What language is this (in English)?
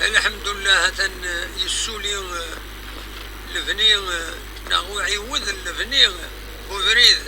Kabyle